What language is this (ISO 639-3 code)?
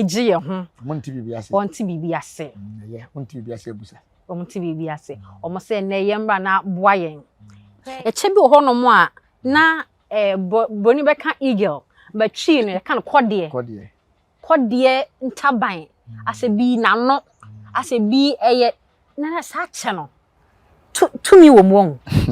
aka